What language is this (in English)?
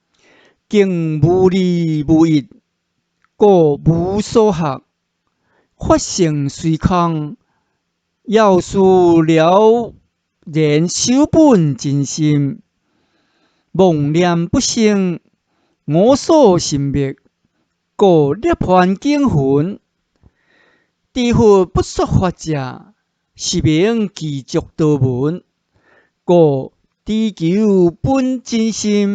Min Nan Chinese